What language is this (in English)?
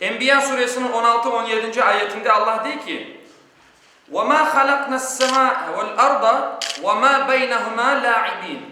Crimean Tatar